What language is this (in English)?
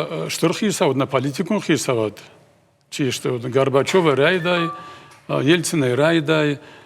Ossetic